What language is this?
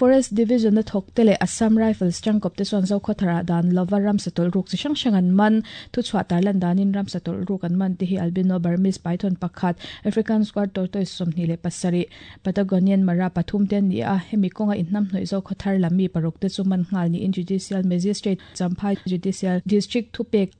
Mizo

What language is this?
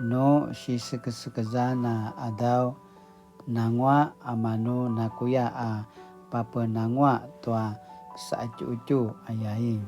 Paiwan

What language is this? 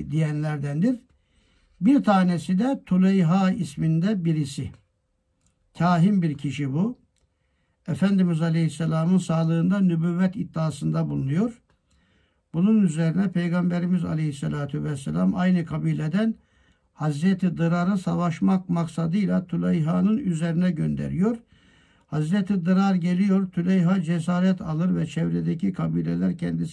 Turkish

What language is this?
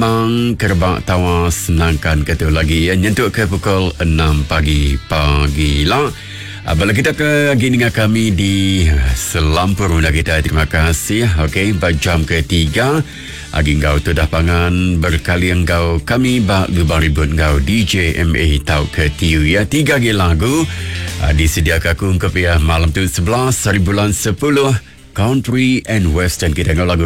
Iban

